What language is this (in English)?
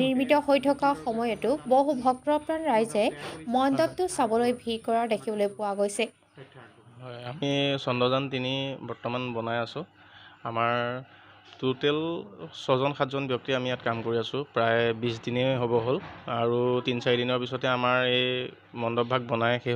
Assamese